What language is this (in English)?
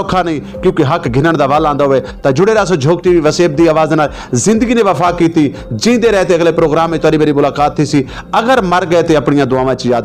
Saraiki